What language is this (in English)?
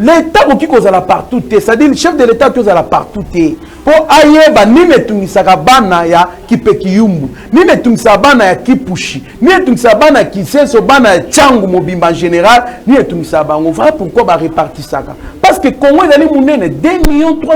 Lingala